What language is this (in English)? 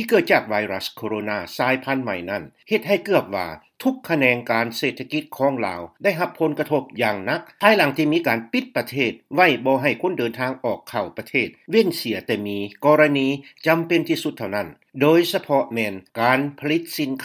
Lao